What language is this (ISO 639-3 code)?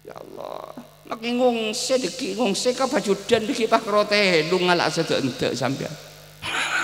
mad